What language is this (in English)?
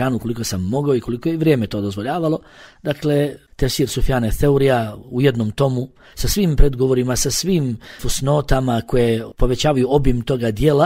Bosnian